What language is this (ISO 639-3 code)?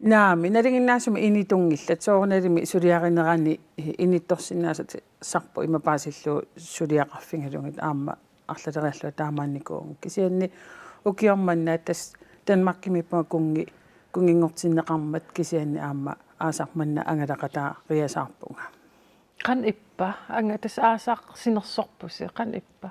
kal